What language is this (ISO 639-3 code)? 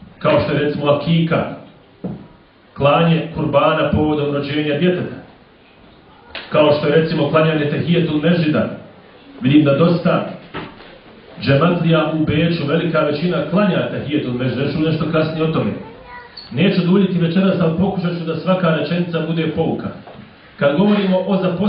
bos